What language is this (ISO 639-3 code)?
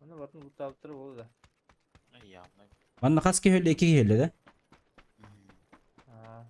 sah